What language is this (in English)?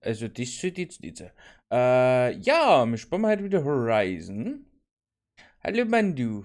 Bavarian